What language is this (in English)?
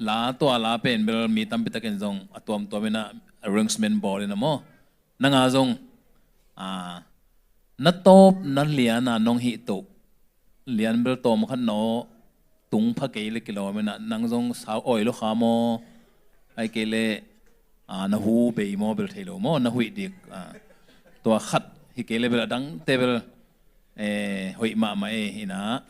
Tedim Chin